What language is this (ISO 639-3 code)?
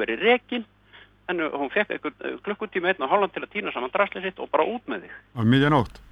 isl